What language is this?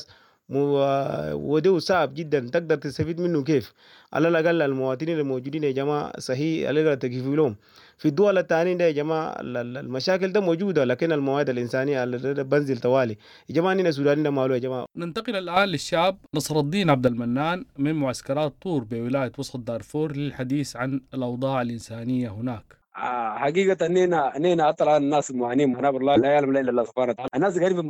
Sudanese Arabic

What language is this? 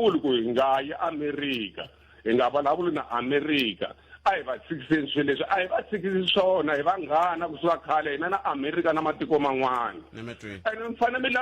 Tsonga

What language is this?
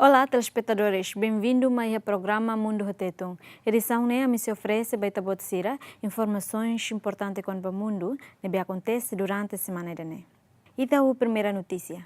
Tetum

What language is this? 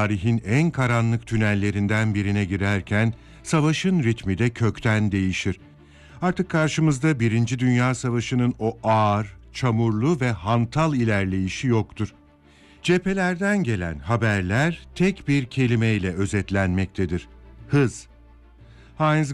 Turkish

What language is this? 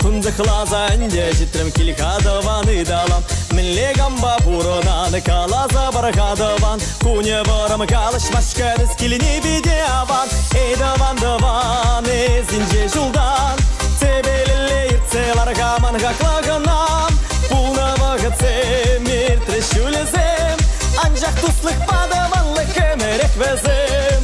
Chuvash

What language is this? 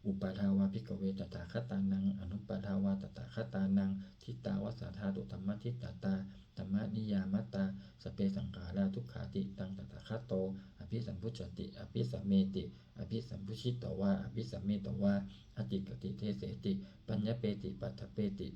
Pali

